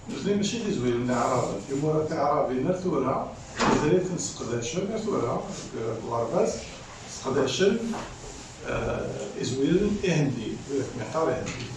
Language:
Kabyle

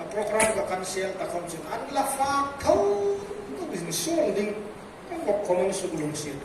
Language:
Hmar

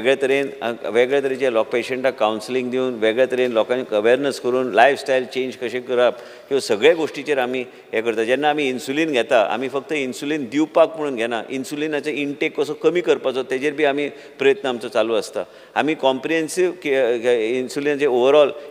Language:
Konkani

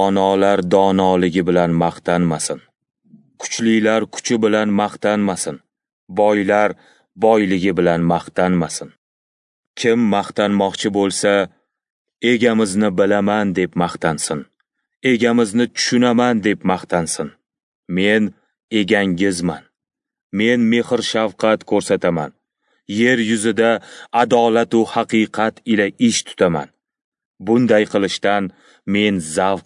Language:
Uzbek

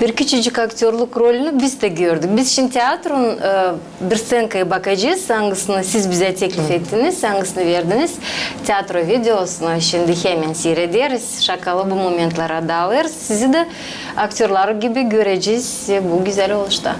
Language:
Gagauz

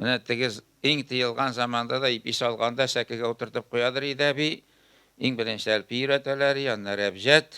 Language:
Tatar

